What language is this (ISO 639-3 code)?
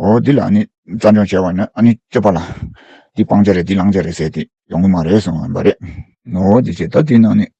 bod